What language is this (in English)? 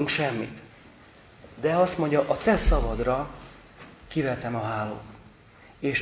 Hungarian